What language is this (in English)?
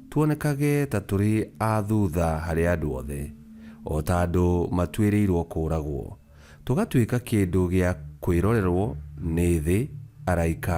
Kikuyu